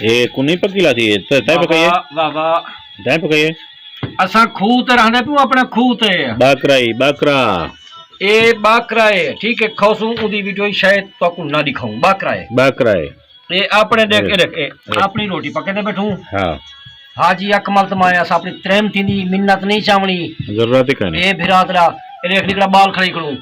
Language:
Saraiki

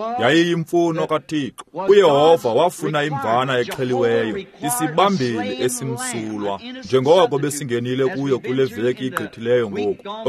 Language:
Xhosa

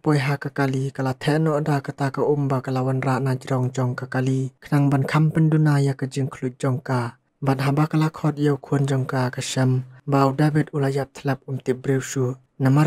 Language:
Khasi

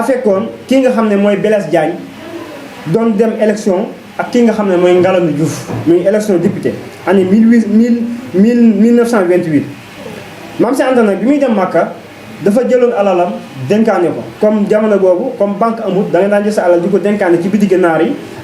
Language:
Wolof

